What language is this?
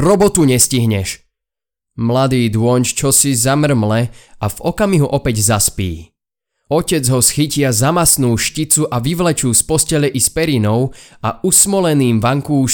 Slovak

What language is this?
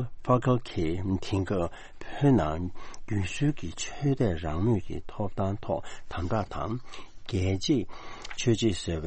Tibetan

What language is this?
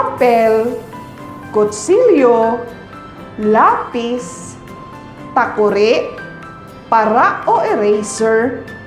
Waray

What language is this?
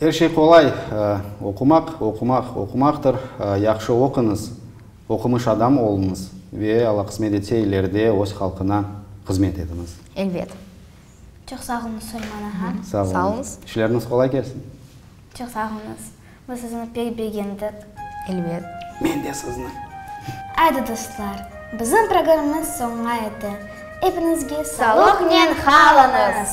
Crimean Tatar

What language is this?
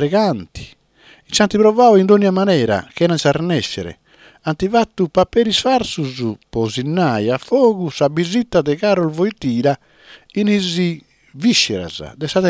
Sardinian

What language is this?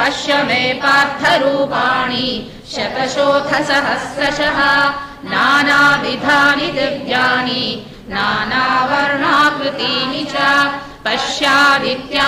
Sanskrit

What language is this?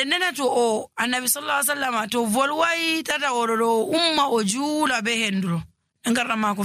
Nigerian Fulfulde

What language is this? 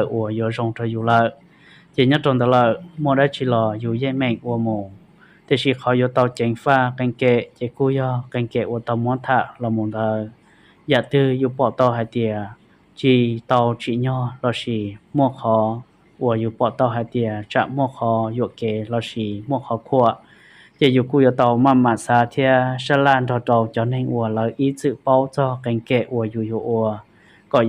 Hmong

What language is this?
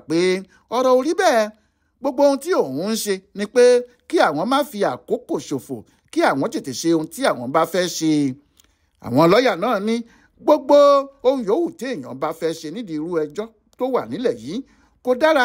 Yoruba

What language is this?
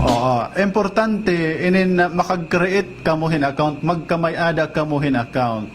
Waray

